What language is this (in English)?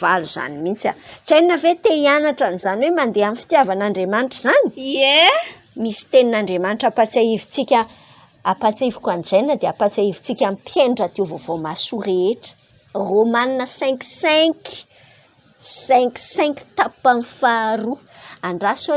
Malagasy